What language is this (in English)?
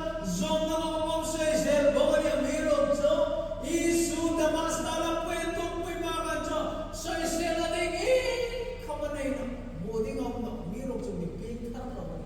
Hmar